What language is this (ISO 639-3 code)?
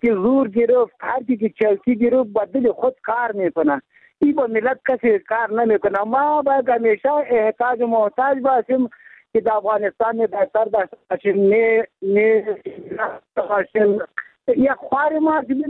fas